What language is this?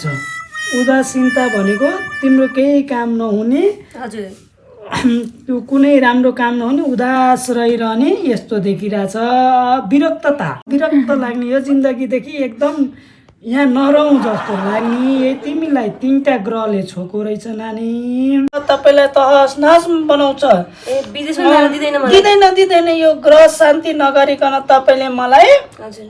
Nepali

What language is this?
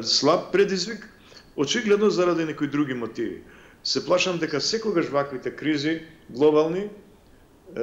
Macedonian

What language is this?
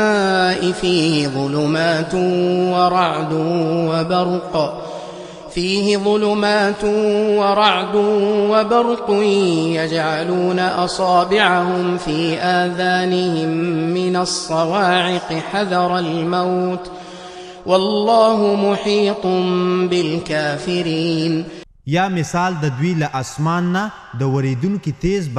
Pashto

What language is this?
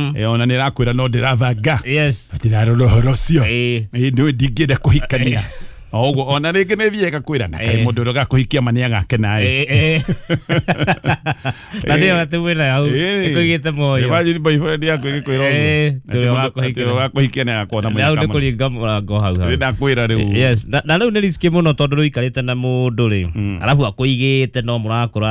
Kikuyu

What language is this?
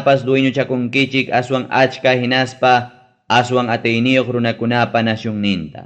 Ayacucho Quechua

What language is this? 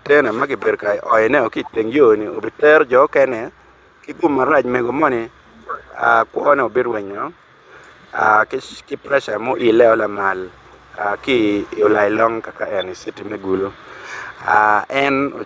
Acoli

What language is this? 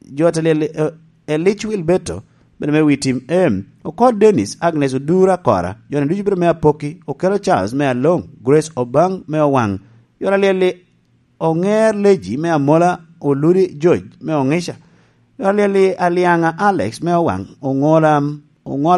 Lango (Uganda)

